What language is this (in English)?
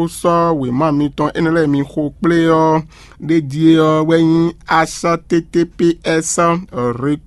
Fon